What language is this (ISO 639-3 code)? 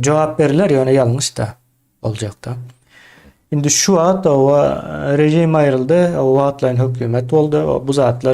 tuk